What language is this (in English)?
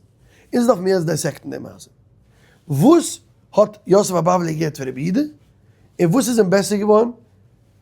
Yiddish